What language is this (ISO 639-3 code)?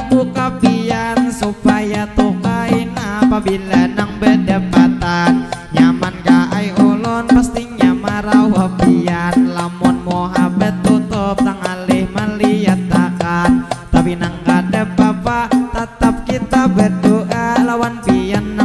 bjn